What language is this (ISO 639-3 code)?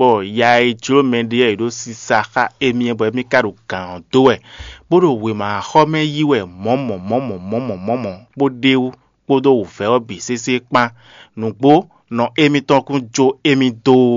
fon